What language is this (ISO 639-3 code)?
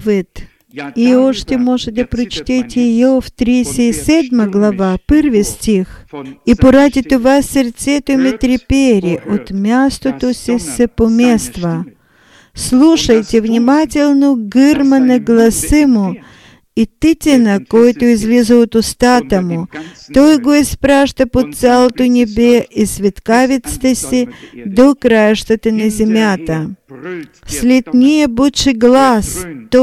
bul